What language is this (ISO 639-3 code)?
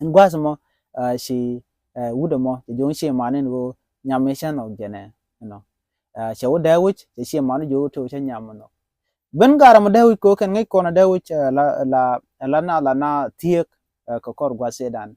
nus